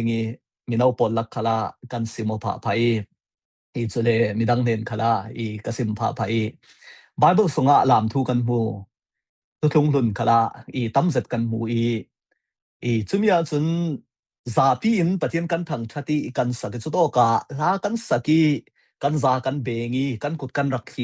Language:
Falam Chin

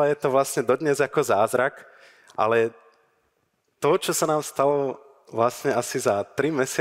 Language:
Slovak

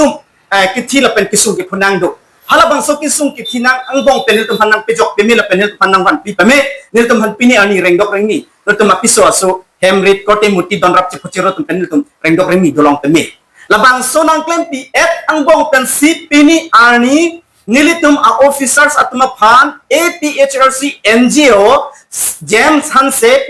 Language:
Karbi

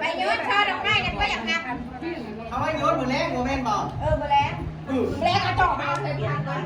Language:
Northeastern Thai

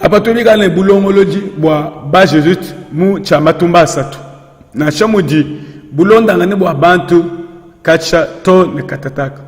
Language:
Luba-Lulua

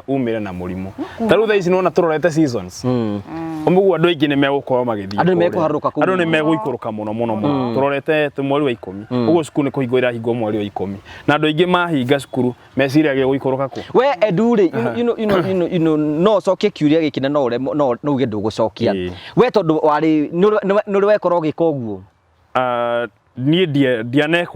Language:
Kikuyu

